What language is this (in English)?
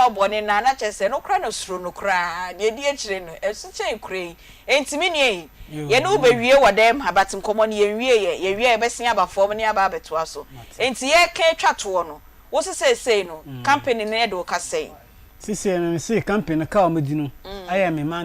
Akan